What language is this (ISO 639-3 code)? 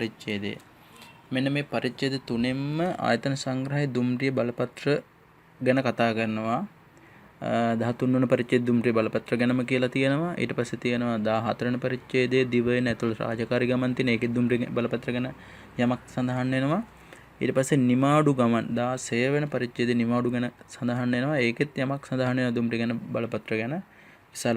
sin